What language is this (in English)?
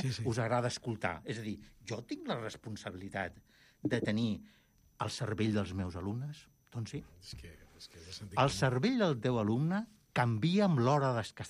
Catalan